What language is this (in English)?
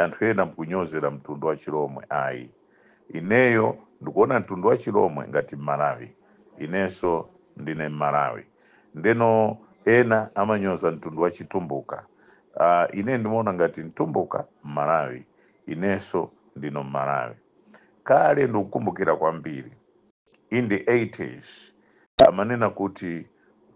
Nyanja